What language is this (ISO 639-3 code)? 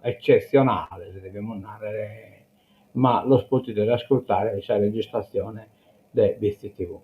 srd